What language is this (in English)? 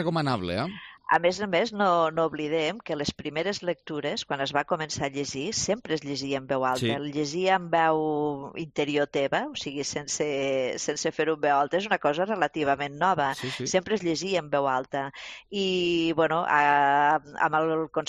Catalan